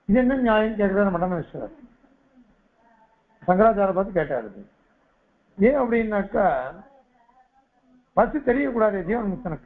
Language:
Tamil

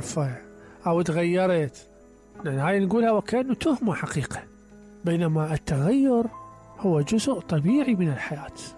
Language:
Mesopotamian Arabic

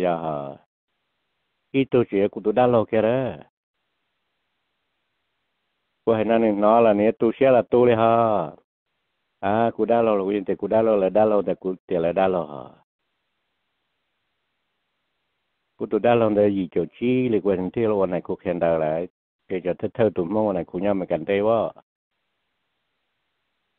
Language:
Vietnamese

